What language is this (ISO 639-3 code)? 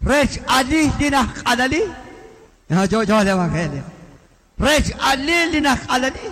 kek